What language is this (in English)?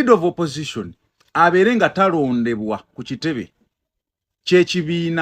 Ganda